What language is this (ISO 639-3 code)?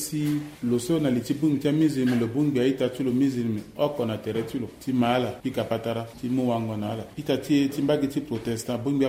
sag